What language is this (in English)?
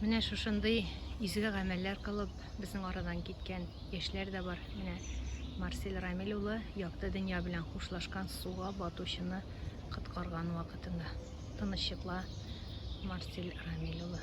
Tatar